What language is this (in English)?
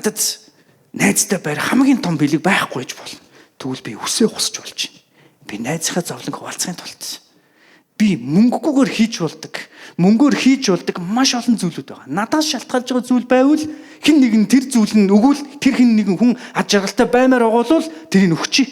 Mongolian